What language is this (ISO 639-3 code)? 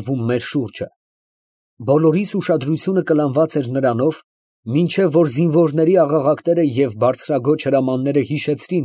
hye